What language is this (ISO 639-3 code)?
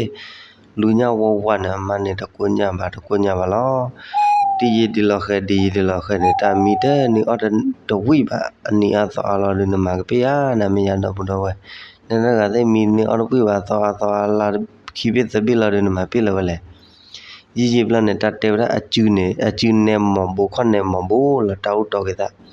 ksw